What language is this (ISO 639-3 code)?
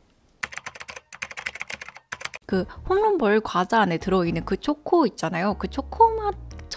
kor